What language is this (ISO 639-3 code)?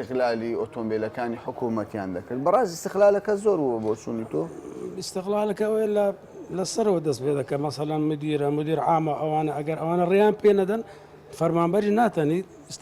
ckb